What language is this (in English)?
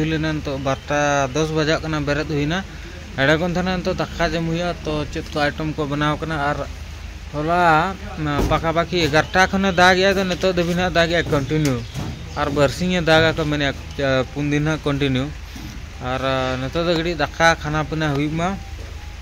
Santali